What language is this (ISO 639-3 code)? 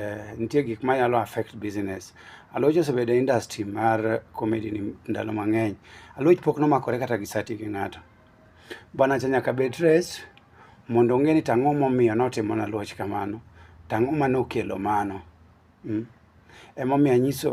luo